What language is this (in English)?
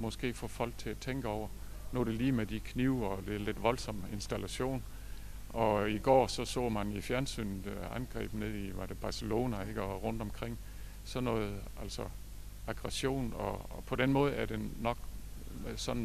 Danish